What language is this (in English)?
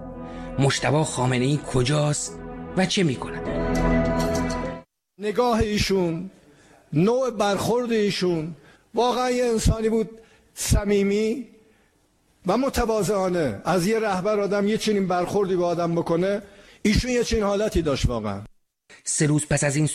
Persian